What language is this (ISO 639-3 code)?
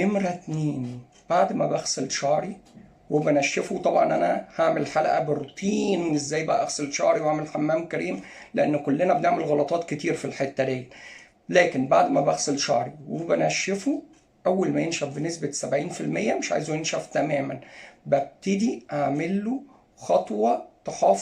arz